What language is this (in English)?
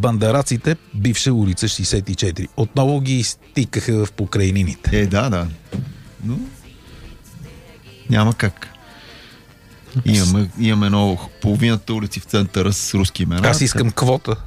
Bulgarian